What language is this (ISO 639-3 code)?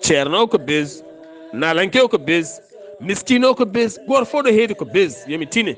ful